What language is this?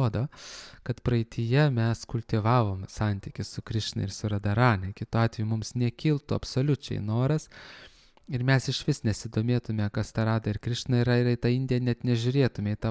Lithuanian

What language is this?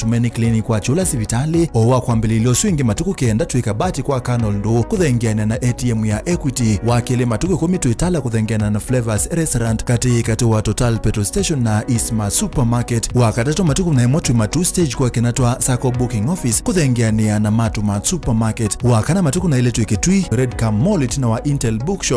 Kamba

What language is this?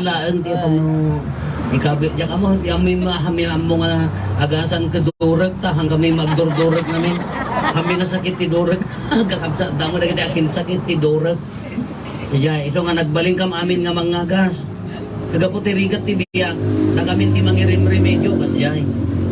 Iloko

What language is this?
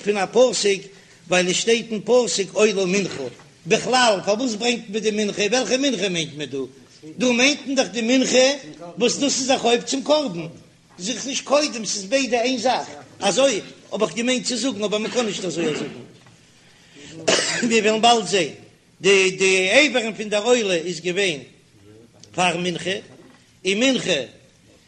Yiddish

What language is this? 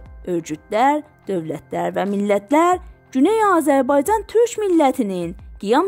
South Azerbaijani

